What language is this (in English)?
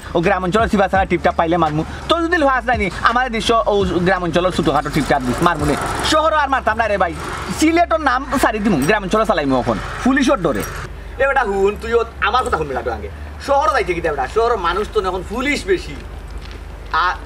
Sylheti